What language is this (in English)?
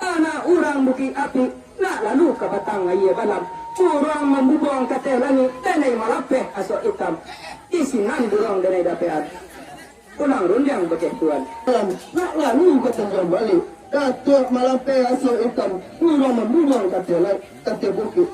Minangkabau